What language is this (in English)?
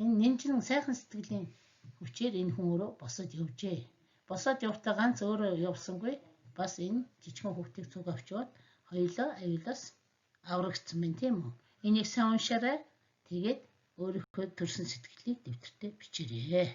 Mongolian